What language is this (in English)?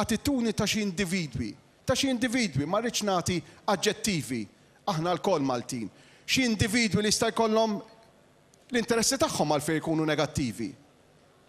Maltese